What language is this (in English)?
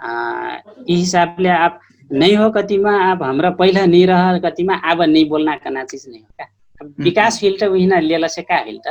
Dangaura Tharu